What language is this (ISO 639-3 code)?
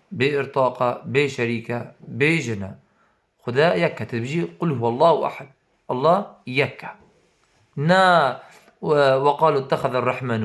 kur